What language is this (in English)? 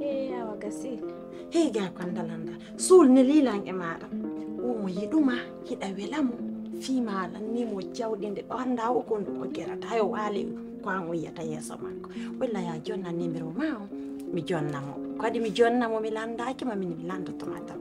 Pular